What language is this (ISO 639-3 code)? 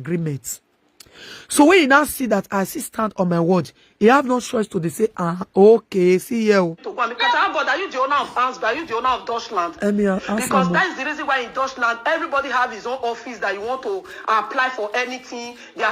pcm